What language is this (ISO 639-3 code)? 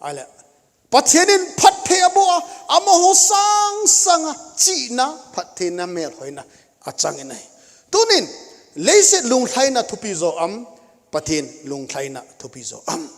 tcz